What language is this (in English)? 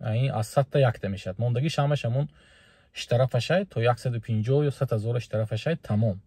Tajik